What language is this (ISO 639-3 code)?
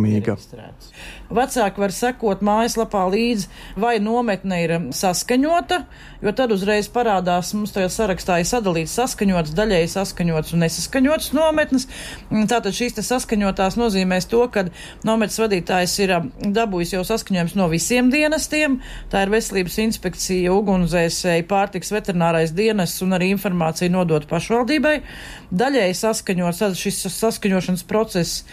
lav